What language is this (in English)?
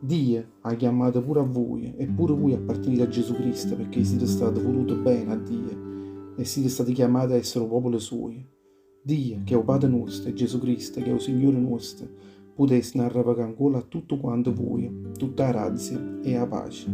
Neapolitan